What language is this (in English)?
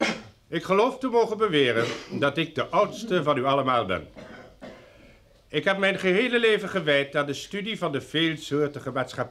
Dutch